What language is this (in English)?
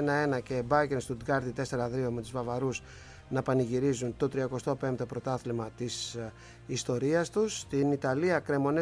Greek